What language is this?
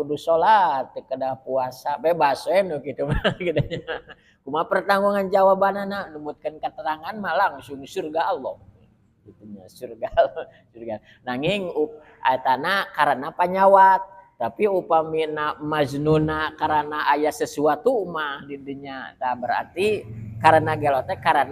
Sundanese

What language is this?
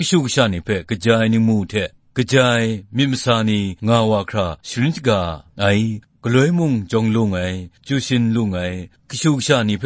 Kachin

